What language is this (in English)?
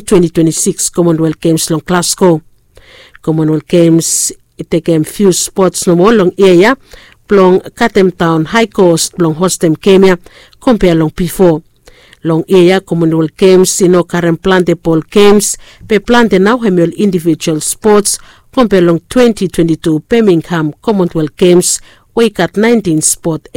Bislama